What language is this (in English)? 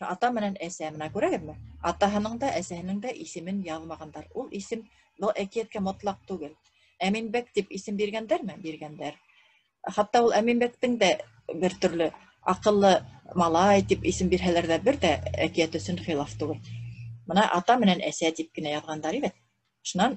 Bashkir